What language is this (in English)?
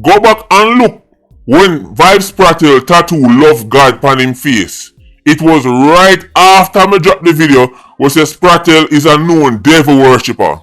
Jamaican Creole English